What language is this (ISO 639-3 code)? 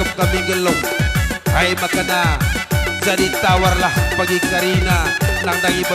btx